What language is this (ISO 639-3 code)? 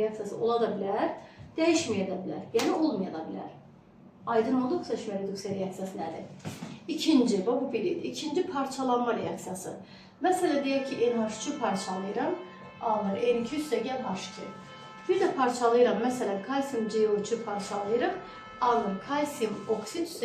aze